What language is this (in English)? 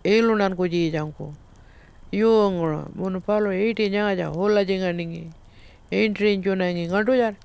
Pitjantjatjara